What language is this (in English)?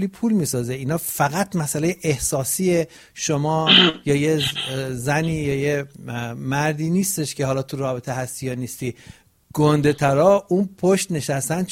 Persian